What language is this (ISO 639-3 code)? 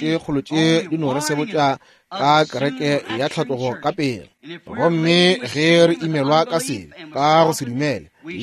nso